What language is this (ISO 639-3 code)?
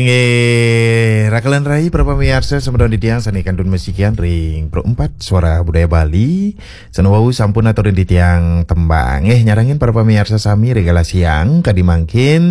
ban